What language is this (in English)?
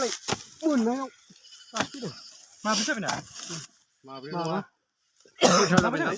Bodo